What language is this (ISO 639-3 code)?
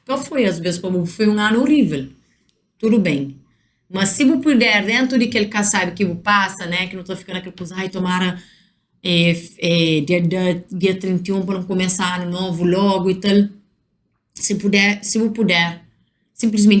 kea